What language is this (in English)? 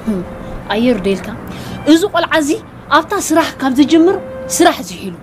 Tigrinya